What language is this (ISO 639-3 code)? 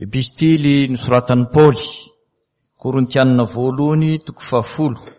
mlg